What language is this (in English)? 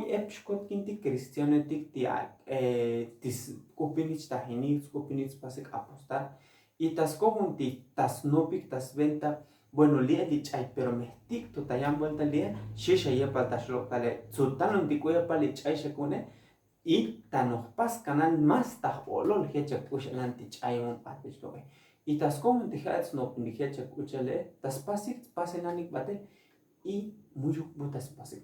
Tzotzil